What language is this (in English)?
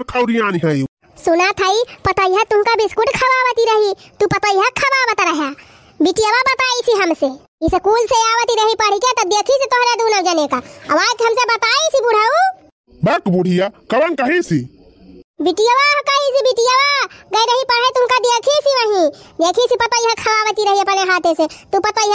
Awadhi